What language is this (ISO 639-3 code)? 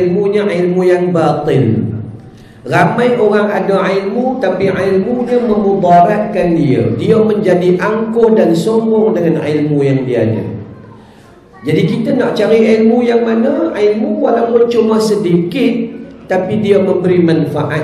msa